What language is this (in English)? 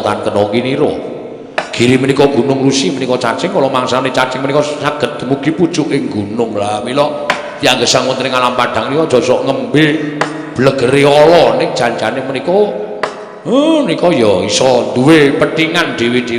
Javanese